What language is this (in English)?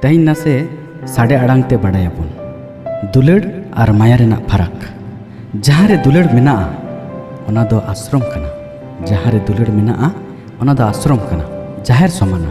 Santali